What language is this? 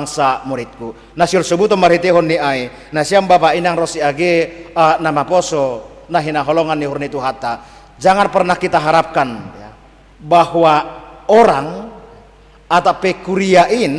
Batak Simalungun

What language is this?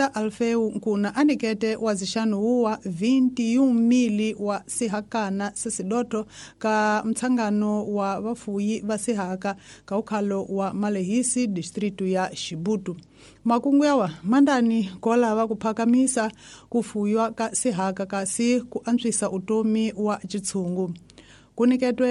Tsonga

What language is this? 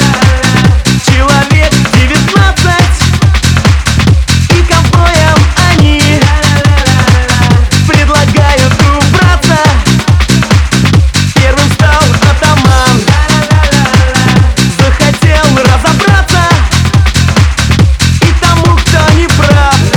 Russian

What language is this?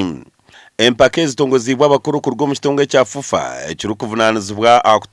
Nyankole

